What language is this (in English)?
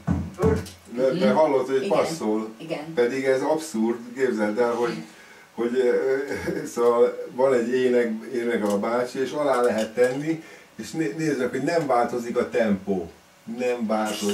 Hungarian